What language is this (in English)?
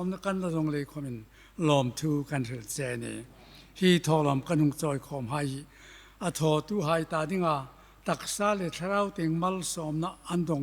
Hmar